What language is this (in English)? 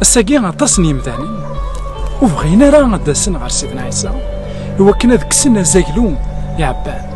Kabyle